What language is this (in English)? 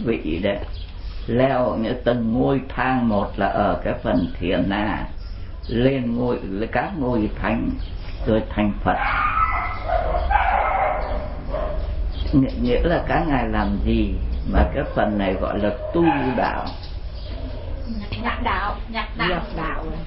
Vietnamese